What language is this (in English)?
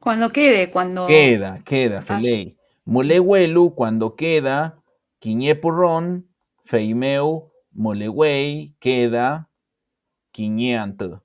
Mapuche